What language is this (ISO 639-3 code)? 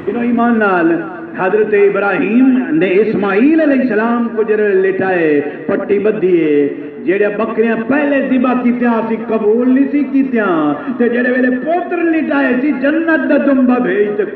skr